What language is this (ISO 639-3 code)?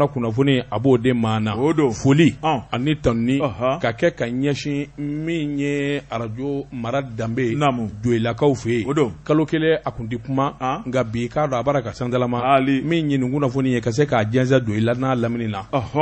bam